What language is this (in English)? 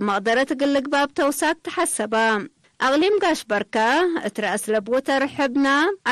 Tigre